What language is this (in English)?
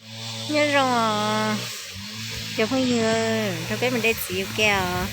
Hmong